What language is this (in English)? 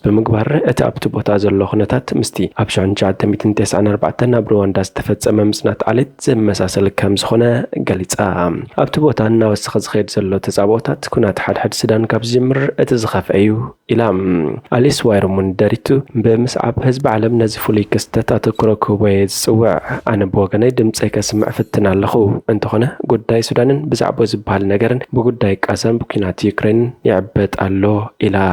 Tigrinya